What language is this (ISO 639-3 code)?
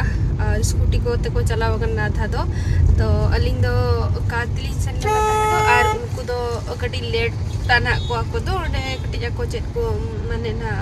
sat